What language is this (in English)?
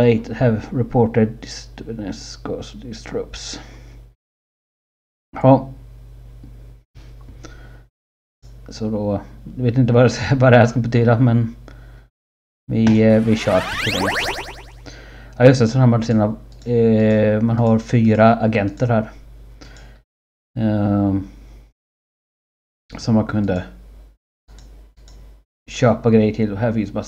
Swedish